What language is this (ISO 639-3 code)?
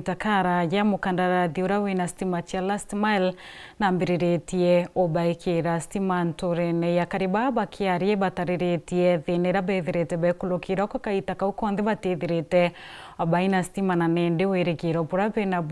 mer